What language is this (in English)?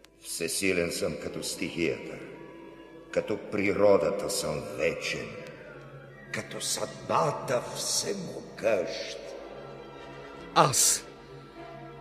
Bulgarian